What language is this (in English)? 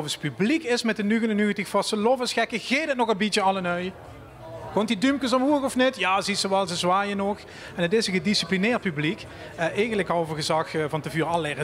Limburgish